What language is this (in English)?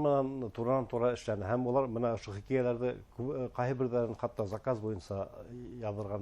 Bashkir